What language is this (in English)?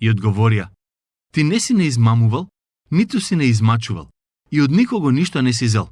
Macedonian